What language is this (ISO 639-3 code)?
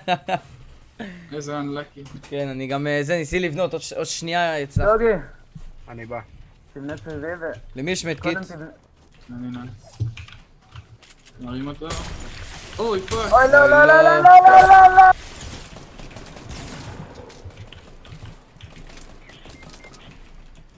heb